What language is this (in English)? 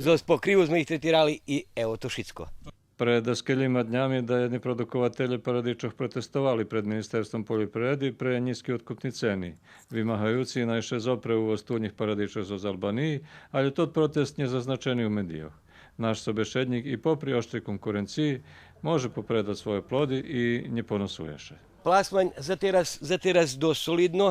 Rusyn